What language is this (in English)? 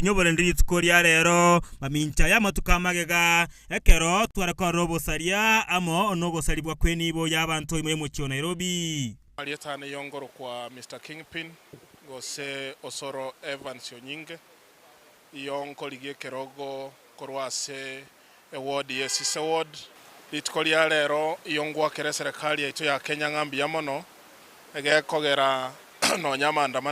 Gusii